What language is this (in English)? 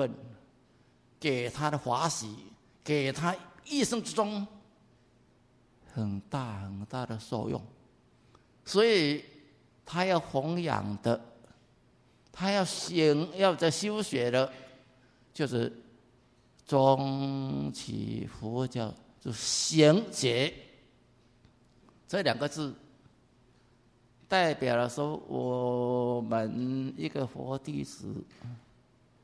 Chinese